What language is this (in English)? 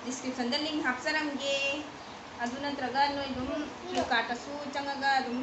Manipuri